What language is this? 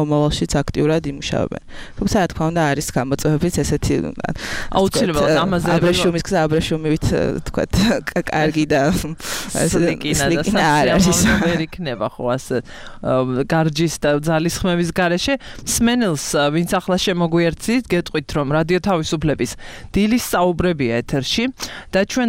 Georgian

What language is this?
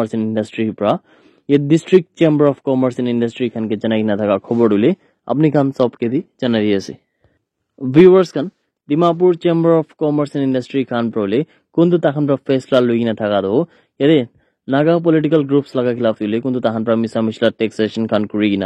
Naga Pidgin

